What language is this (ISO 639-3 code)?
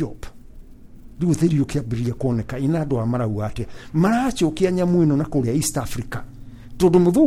kik